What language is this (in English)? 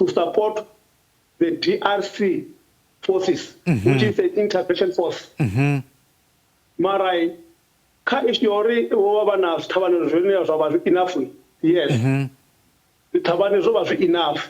Venda